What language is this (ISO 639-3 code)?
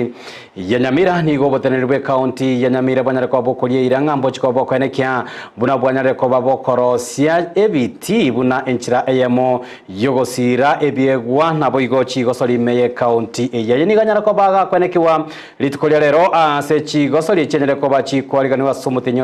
guz